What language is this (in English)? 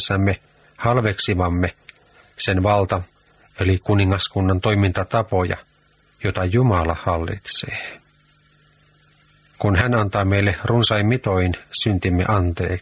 Finnish